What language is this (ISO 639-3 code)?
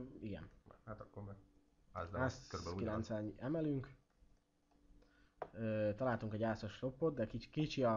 hun